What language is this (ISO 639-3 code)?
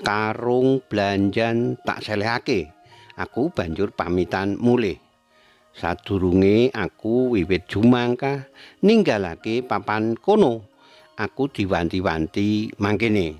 jav